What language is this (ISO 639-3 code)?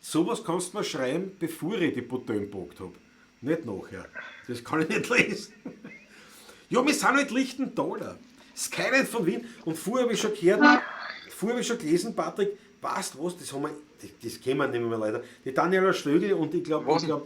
bar